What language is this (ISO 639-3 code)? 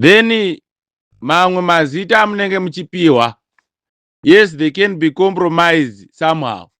sna